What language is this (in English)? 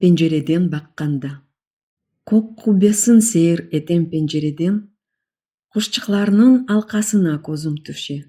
Crimean Tatar